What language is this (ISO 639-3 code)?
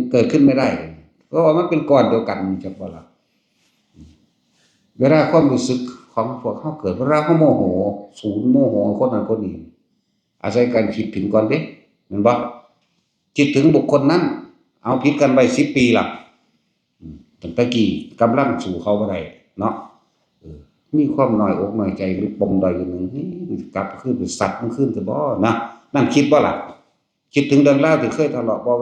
tts